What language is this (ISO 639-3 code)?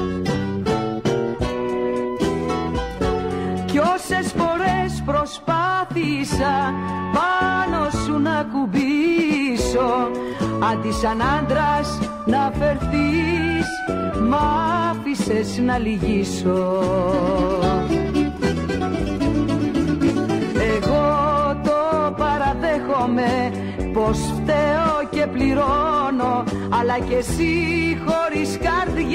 ell